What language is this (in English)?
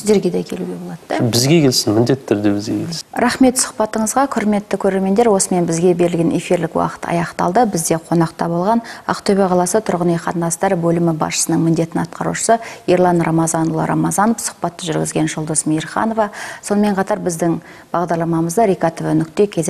Kazakh